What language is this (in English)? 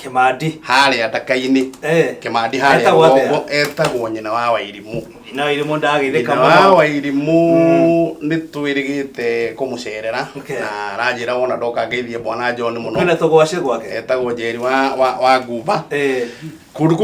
Kikuyu